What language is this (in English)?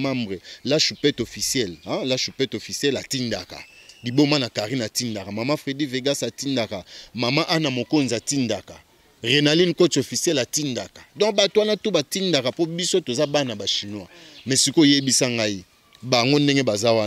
Lingala